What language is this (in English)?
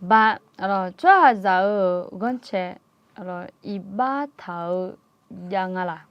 Akha